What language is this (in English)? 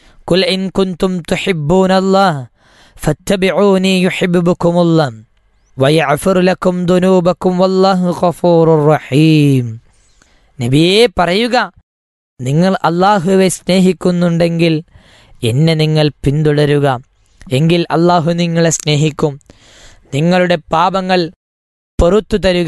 Malayalam